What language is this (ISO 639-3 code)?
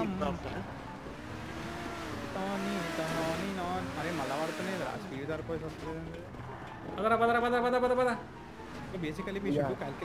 tel